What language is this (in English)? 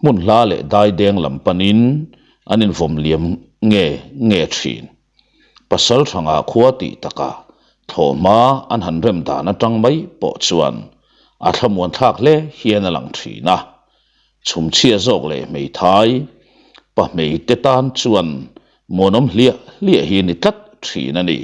Mizo